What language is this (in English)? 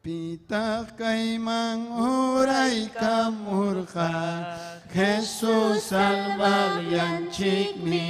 Ayacucho Quechua